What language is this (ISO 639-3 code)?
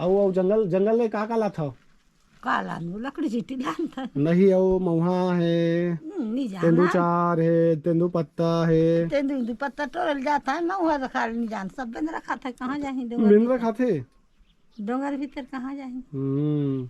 hne